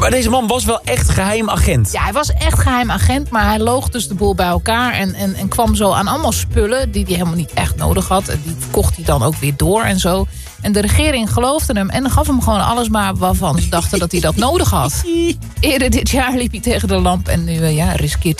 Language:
Dutch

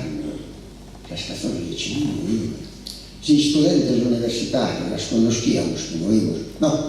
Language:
Sardinian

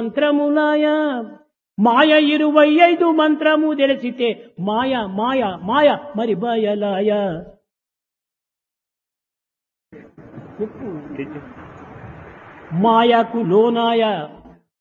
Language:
Telugu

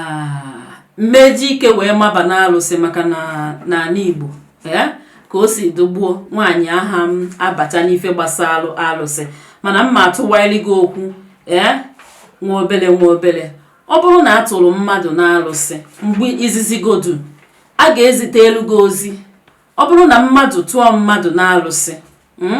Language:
Igbo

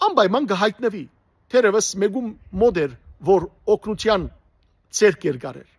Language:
Western Armenian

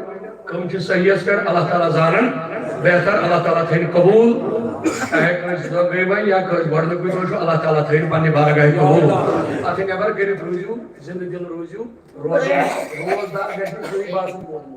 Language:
Kashmiri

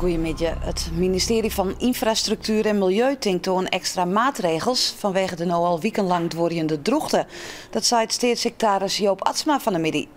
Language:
Western Frisian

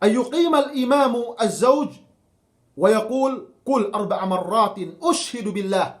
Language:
Yakan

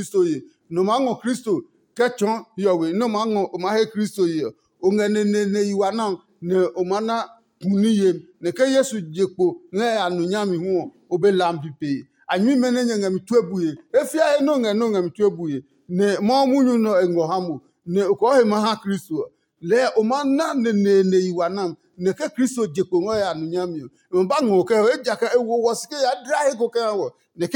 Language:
Adangme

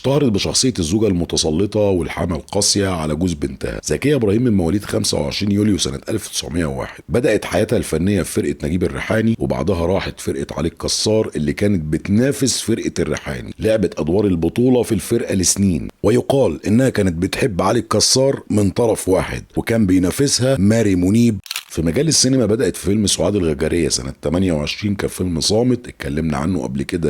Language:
Egyptian Arabic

